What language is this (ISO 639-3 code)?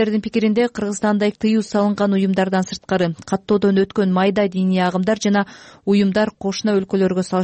kir